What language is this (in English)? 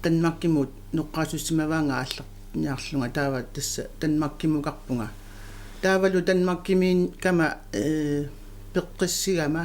Kalaallisut